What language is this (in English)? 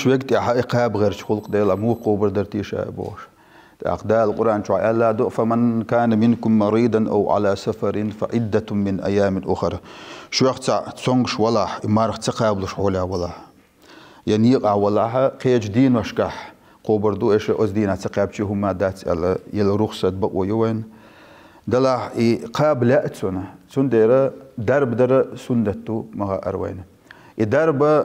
Chechen